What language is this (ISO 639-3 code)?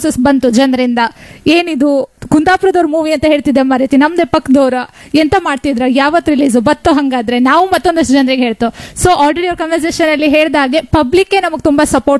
kan